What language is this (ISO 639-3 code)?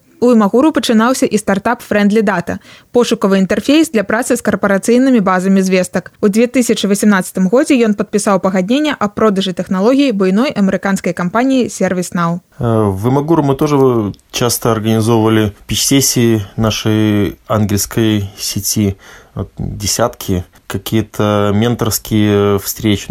bel